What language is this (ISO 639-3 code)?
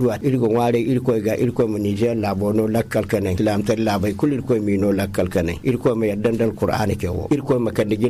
dje